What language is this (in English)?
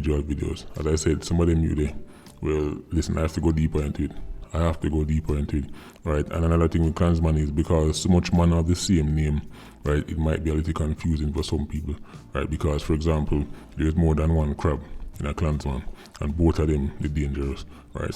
Jamaican Creole English